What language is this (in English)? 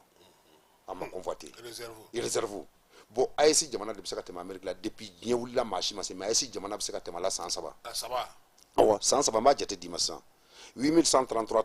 Bambara